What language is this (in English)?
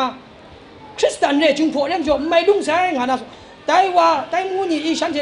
Kachin